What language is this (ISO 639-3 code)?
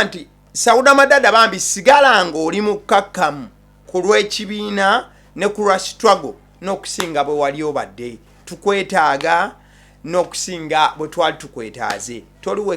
lug